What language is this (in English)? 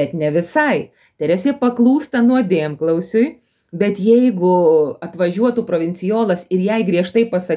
Lithuanian